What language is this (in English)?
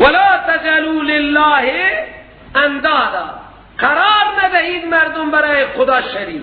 Persian